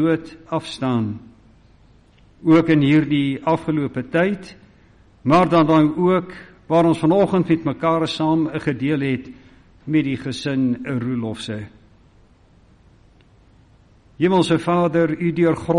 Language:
Afrikaans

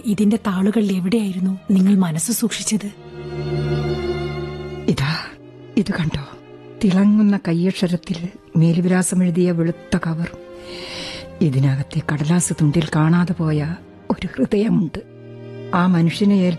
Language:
Malayalam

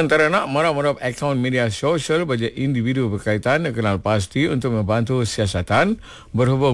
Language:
Malay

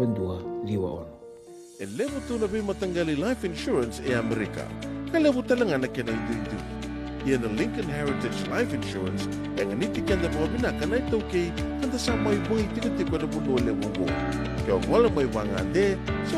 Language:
Fijian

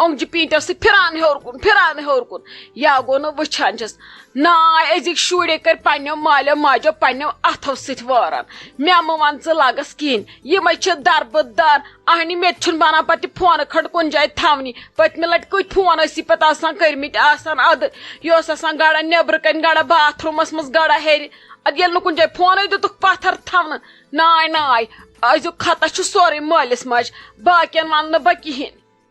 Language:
Kashmiri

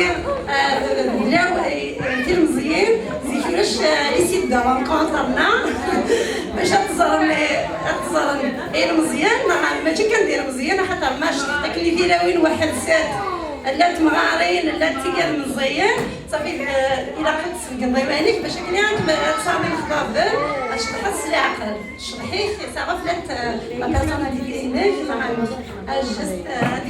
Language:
Kabyle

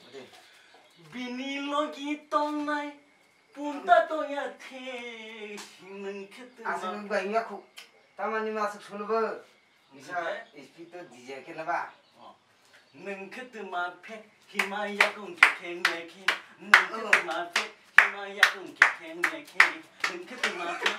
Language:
Kok Borok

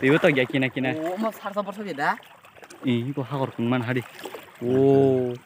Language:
Kok Borok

